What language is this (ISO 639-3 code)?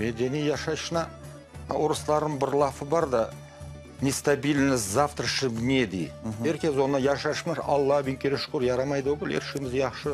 crh